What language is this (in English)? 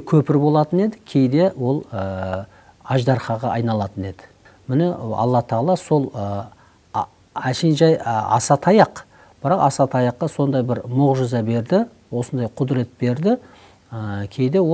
Kazakh